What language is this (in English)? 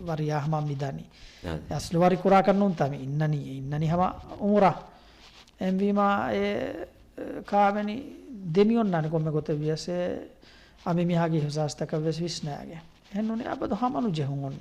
Divehi